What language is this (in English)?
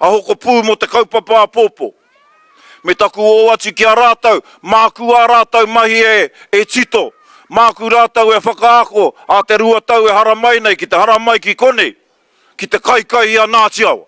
Māori